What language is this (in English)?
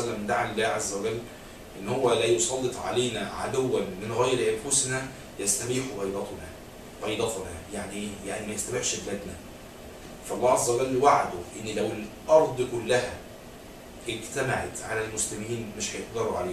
Egyptian Arabic